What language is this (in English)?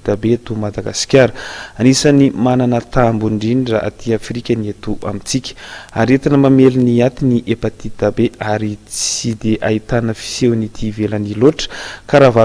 Malagasy